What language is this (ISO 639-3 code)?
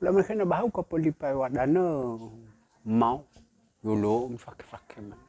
nia